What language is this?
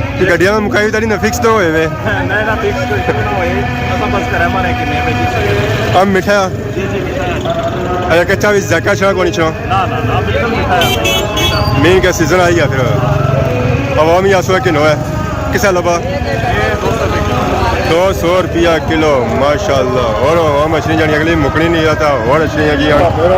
Pahari-Potwari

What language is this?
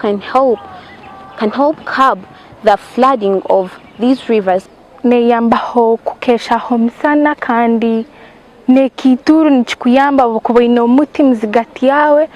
Nyankole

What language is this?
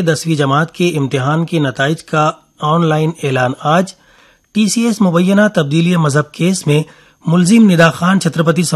Urdu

